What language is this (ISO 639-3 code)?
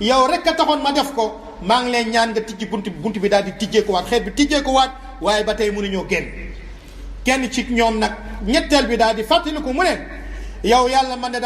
wol